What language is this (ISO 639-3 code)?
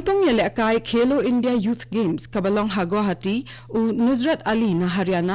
kha